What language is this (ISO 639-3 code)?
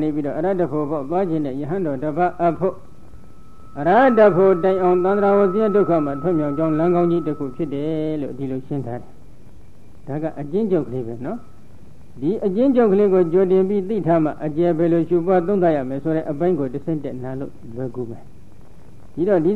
mya